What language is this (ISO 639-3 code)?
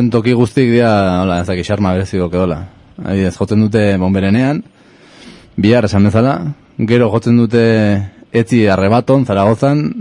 eus